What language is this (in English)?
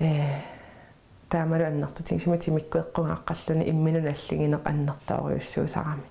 Kalaallisut